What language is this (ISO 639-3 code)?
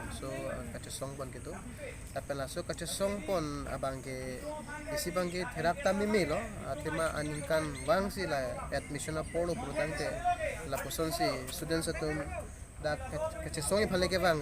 mjw